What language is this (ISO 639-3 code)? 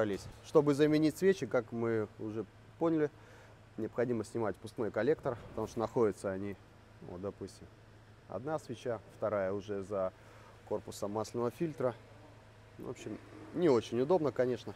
rus